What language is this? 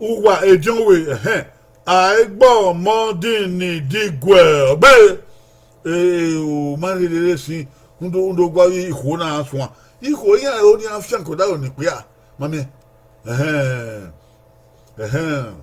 Bini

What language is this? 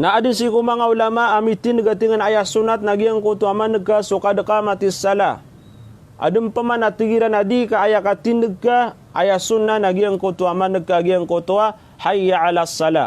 Maranao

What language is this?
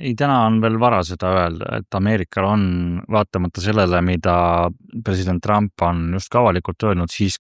Estonian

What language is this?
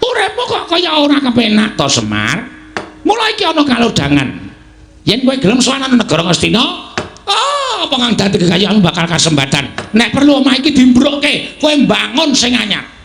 Javanese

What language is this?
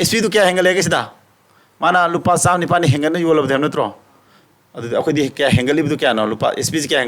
Manipuri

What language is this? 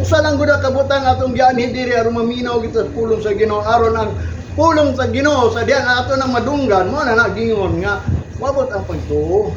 Cebuano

